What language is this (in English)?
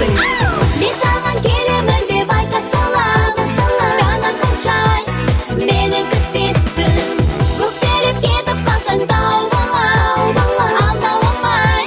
Kazakh